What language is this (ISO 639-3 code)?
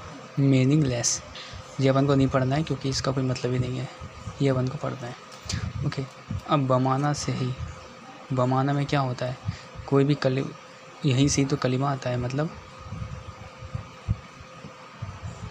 hin